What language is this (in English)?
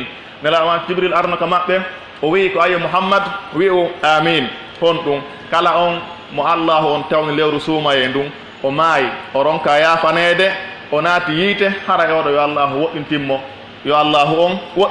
Pular